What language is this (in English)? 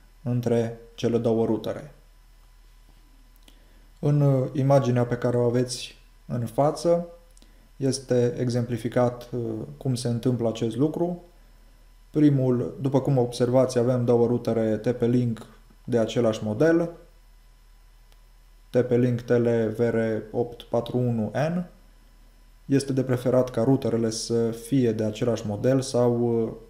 Romanian